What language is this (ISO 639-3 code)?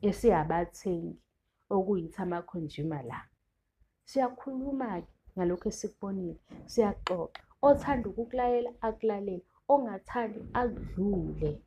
zul